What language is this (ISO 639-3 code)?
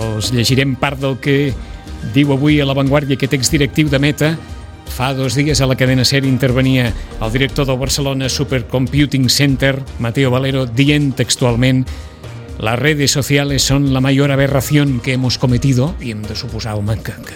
cat